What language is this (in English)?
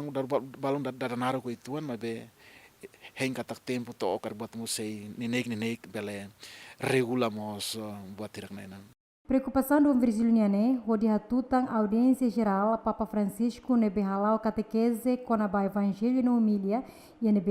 Tetum